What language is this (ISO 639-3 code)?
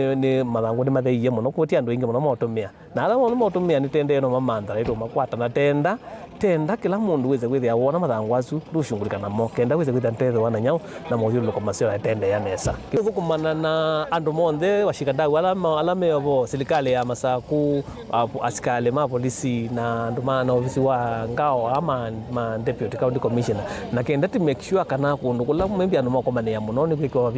kam